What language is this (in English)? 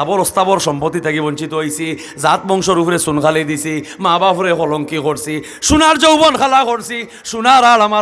Sylheti